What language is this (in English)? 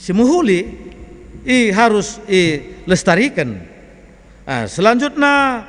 Batak Karo